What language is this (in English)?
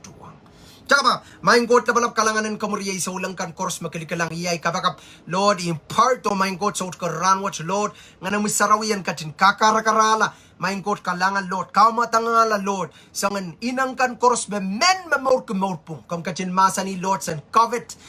Pohnpeian